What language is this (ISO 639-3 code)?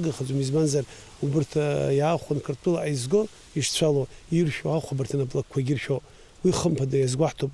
abk